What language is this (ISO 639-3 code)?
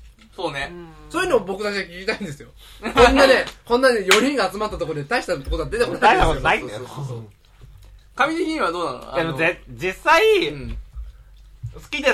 jpn